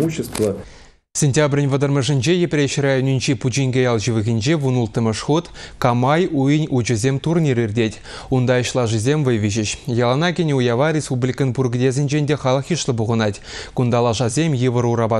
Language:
Chuvash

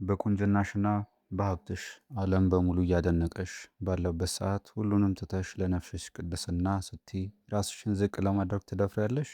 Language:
Amharic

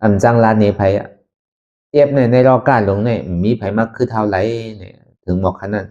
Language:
Shan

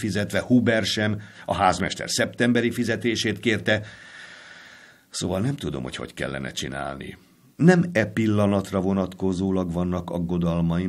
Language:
Hungarian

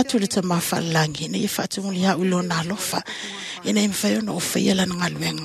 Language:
Samoan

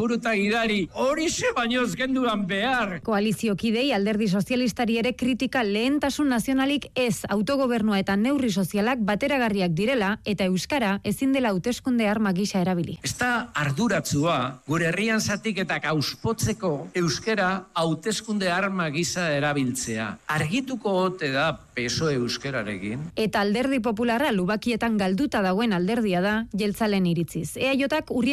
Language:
Basque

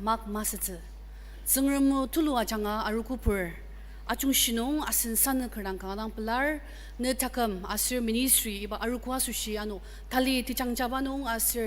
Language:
Ao Naga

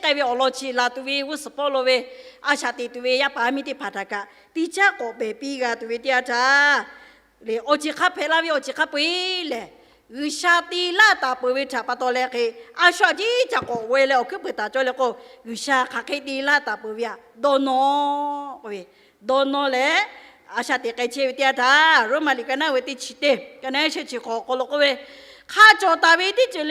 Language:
Lahu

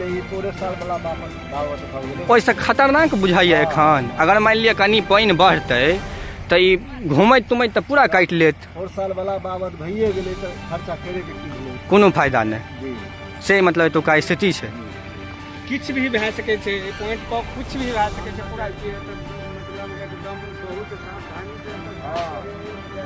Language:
Maithili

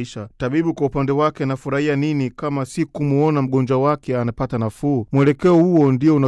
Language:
Swahili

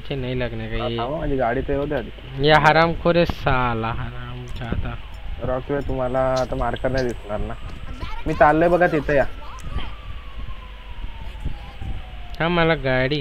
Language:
Marathi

